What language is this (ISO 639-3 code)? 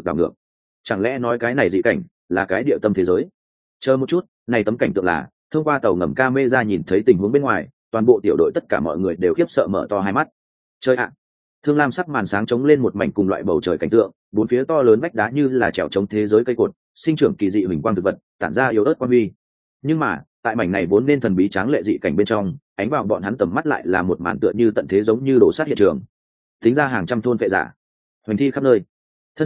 vie